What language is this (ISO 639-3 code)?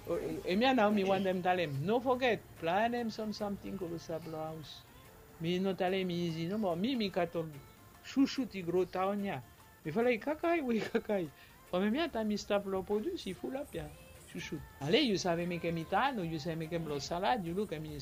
bis